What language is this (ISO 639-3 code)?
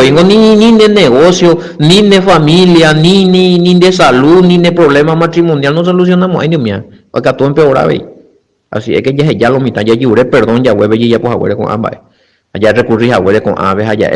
grn